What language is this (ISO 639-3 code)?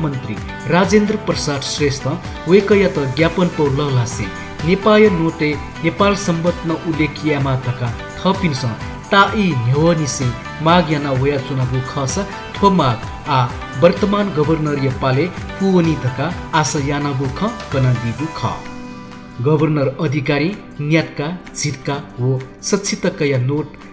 new